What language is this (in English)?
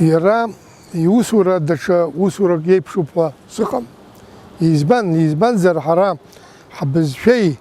Abkhazian